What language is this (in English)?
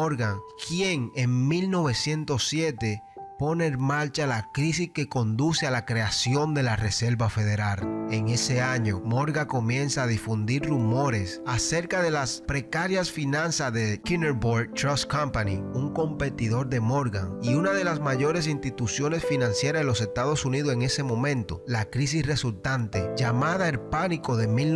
Spanish